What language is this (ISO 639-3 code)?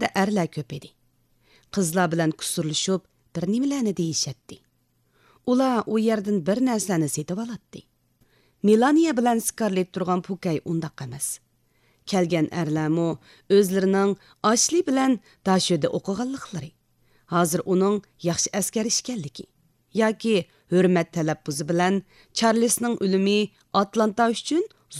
uig